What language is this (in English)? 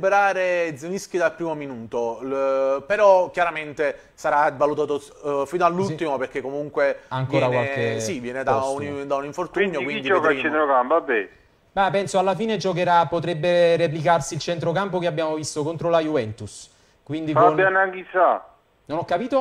Italian